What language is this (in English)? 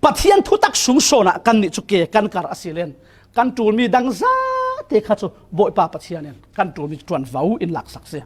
Falam Chin